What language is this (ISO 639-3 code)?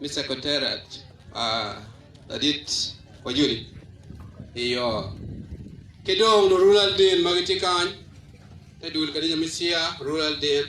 ach